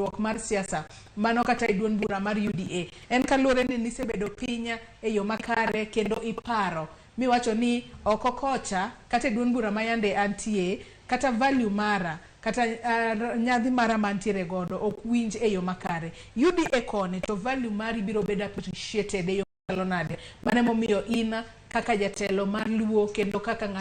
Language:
Luo (Kenya and Tanzania)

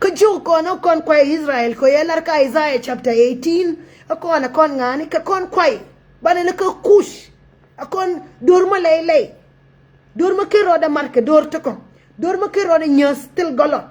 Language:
Nuer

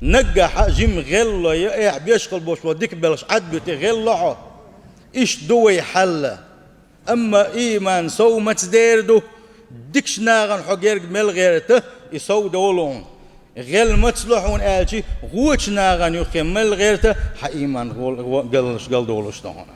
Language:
Chechen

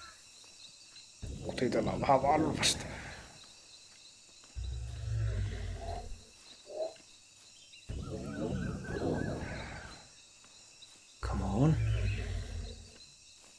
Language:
Finnish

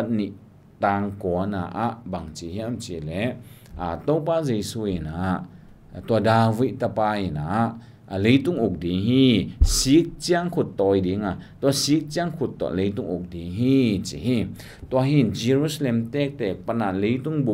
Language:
Tedim Chin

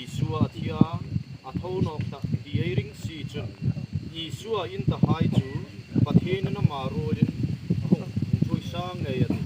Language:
Hmar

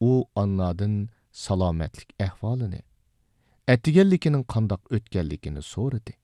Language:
Uyghur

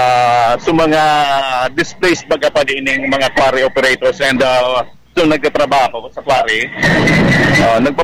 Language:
Bikol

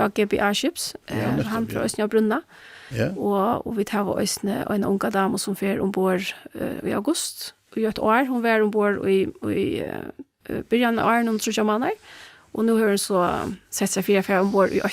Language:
Faroese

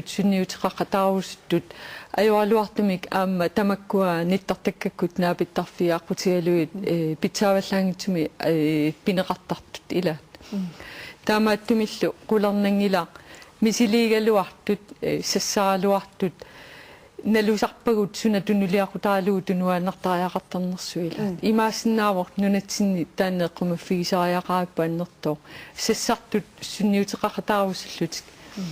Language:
Kalaallisut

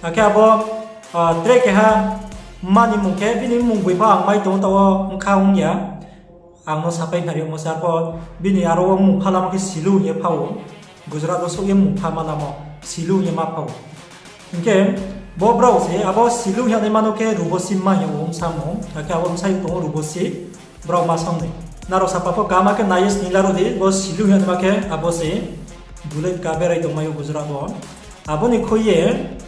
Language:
Riang (India)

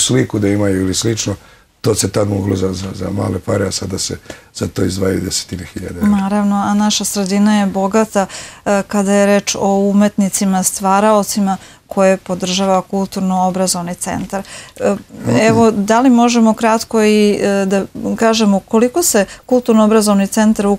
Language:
Serbian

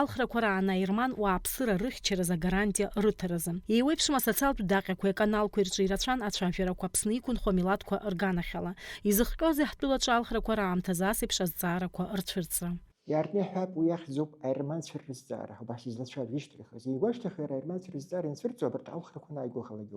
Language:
Abkhazian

